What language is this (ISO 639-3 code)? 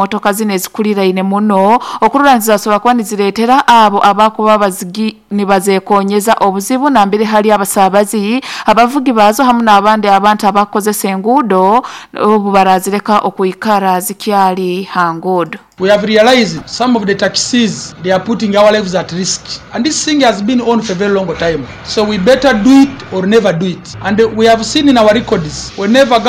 nyo